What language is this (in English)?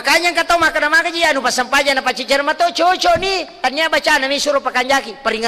Buginese